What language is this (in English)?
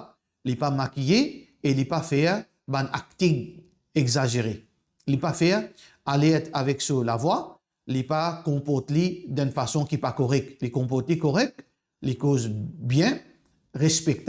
Morisyen